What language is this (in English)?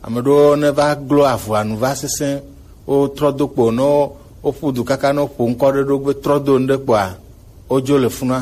Gen